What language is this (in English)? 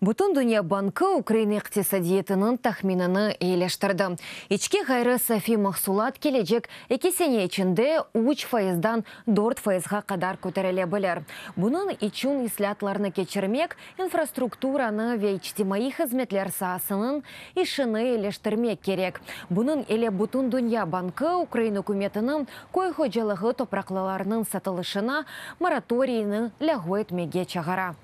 Crimean Tatar